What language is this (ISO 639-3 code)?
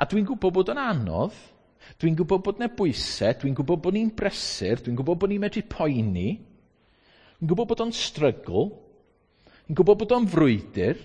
cym